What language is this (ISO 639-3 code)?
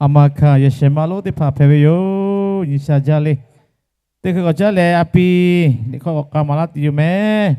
lhu